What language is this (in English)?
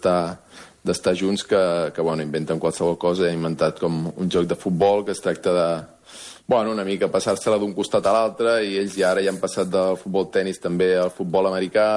Catalan